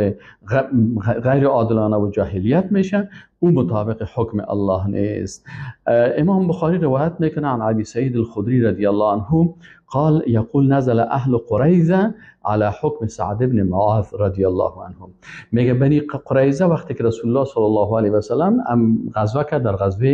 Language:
Persian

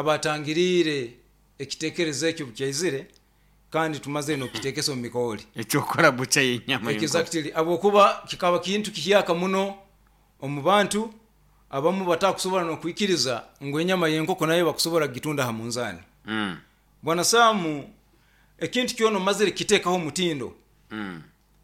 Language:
Nyoro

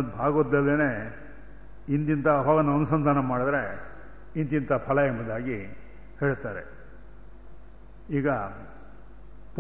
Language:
Kannada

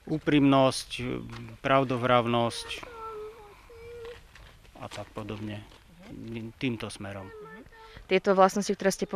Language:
Slovak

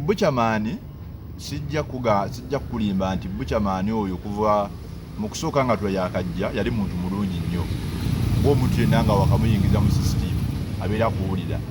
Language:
Ganda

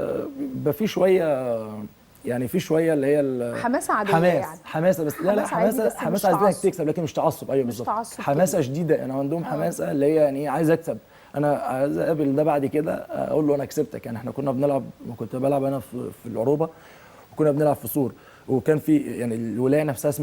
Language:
Egyptian Arabic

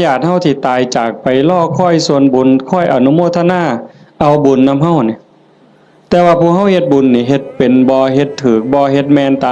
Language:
Northeastern Thai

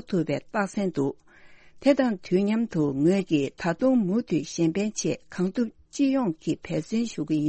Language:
Tibetan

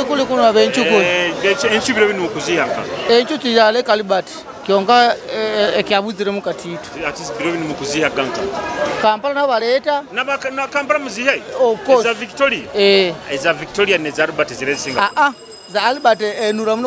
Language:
Nyoro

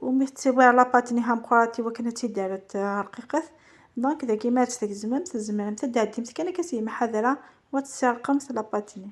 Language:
Kabyle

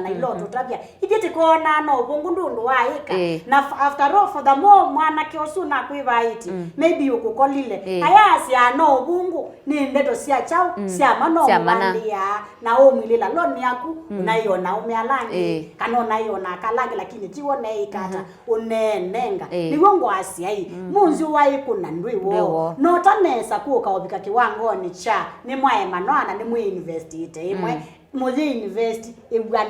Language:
Kamba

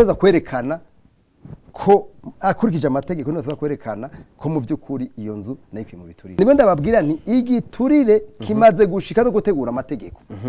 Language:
Rundi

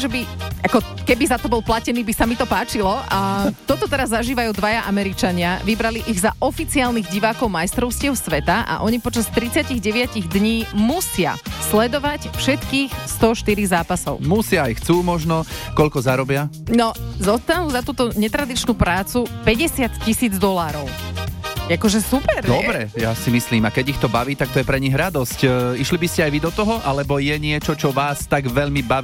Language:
Slovak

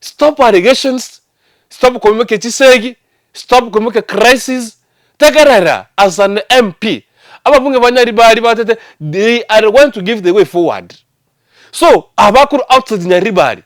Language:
Gusii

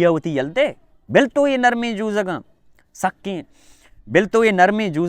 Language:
Baluchi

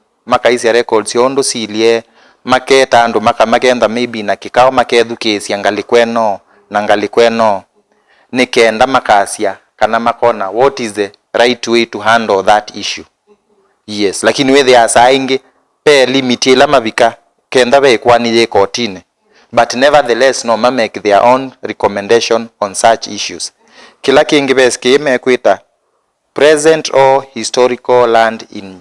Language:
Kamba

